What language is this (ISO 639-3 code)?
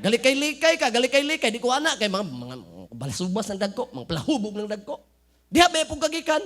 ceb